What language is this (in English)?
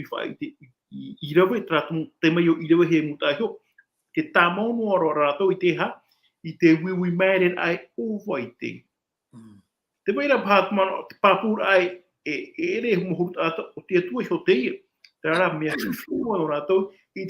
Tahitian